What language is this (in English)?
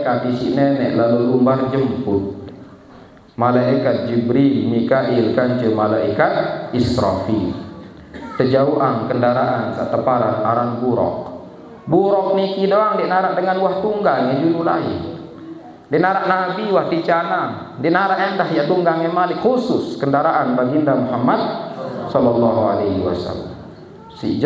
Sasak